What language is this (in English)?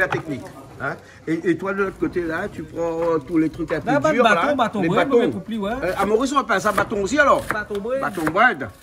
Réunion Creole French